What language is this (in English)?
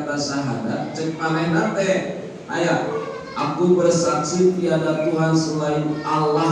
Sundanese